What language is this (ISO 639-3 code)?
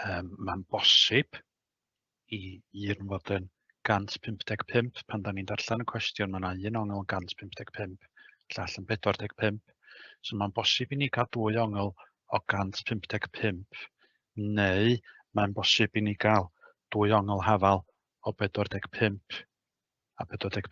cym